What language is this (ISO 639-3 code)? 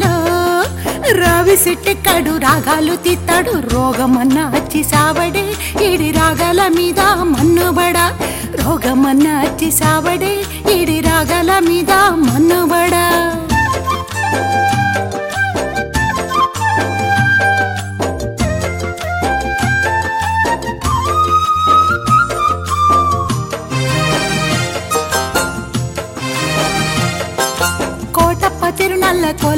tel